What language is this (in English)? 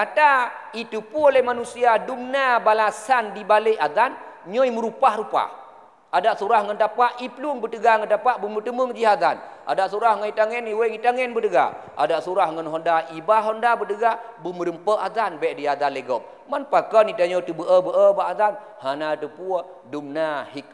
Achinese